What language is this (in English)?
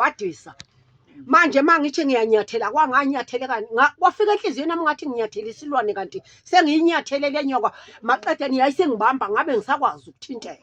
Zulu